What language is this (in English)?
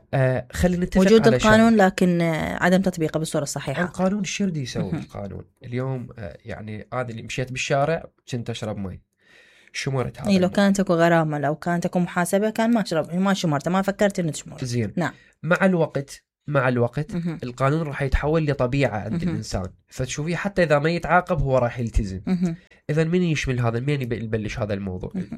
Mesopotamian Arabic